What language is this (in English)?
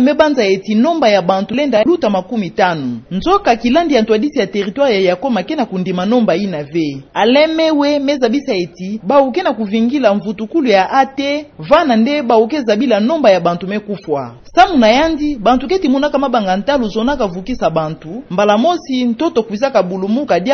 Kituba (Democratic Republic of Congo)